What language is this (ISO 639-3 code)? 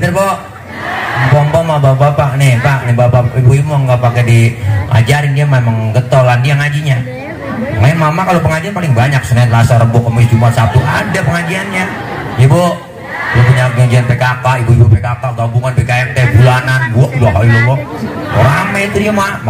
bew